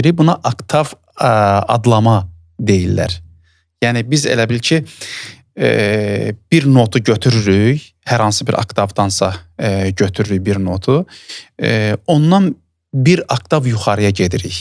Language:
Azerbaijani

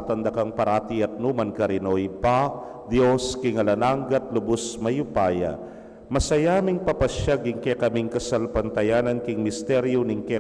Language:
Pampanga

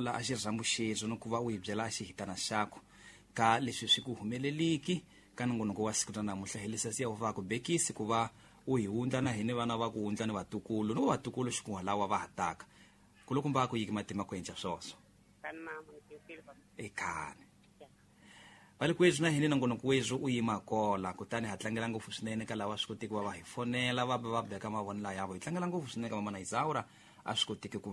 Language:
Tsonga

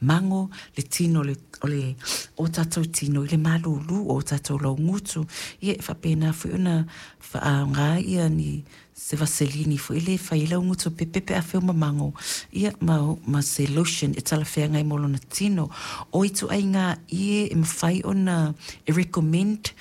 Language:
Samoan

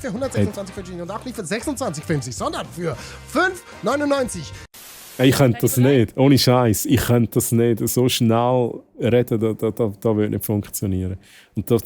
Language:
Swiss German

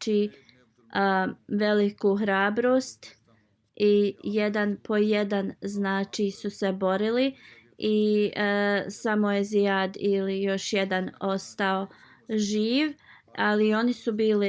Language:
Bosnian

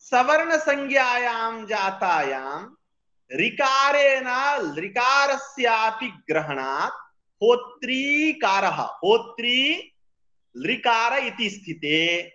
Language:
Sanskrit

